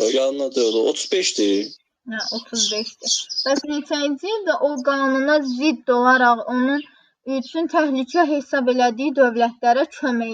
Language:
Azerbaijani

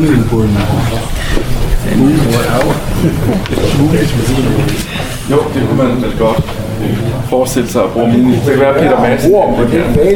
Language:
Danish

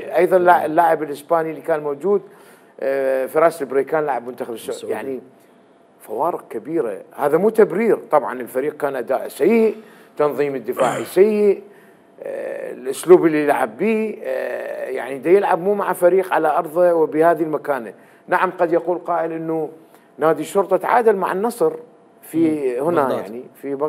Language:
Mesopotamian Arabic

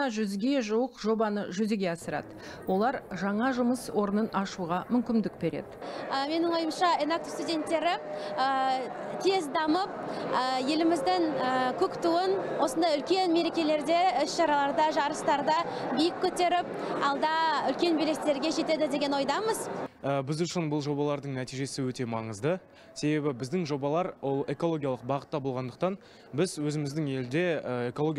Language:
Kazakh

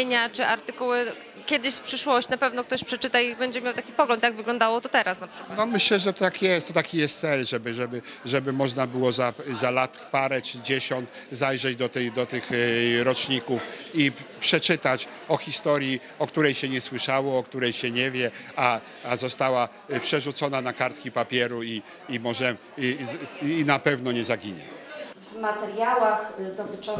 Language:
Polish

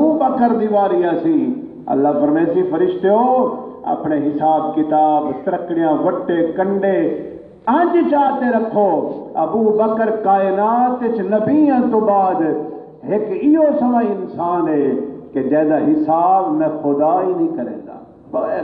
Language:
Saraiki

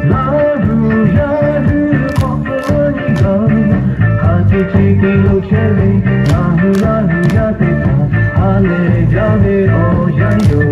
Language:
Lahu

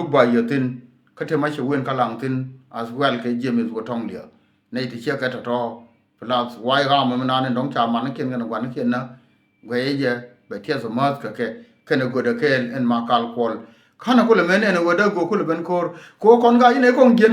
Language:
Nuer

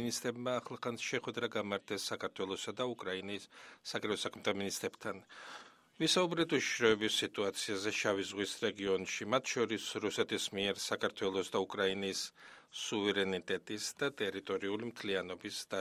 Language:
Georgian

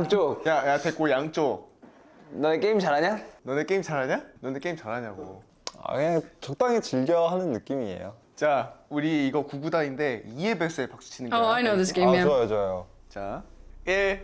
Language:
Korean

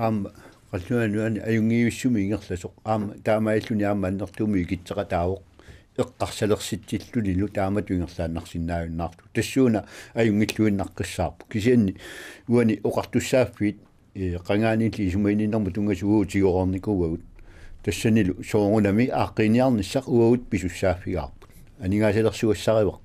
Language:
Kalaallisut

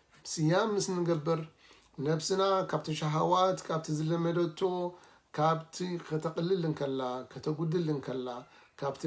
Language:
Tigrinya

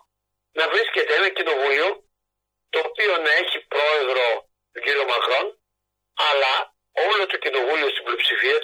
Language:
Greek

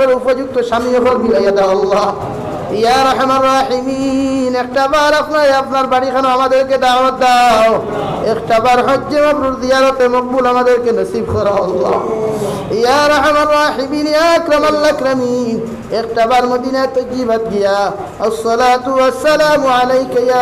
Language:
Sylheti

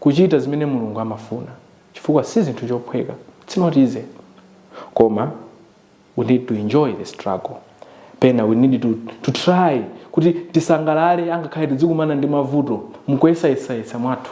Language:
Nyanja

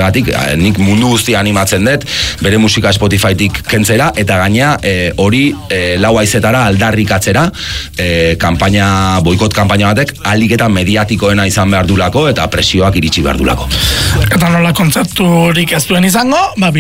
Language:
Basque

